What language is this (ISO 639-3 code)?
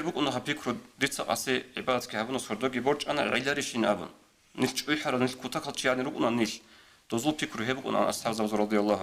ava